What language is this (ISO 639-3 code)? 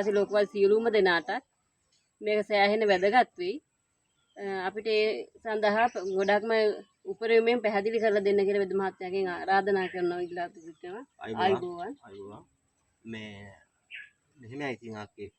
sin